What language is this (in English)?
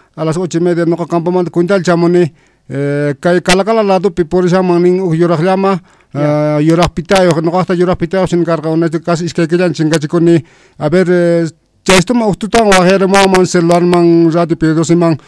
South Bolivian Quechua